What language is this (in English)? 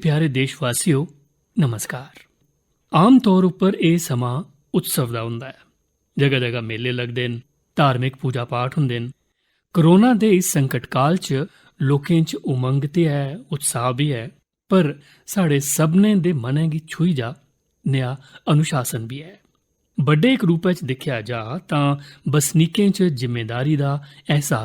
Dogri